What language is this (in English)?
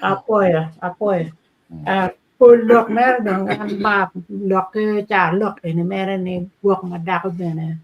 Acoli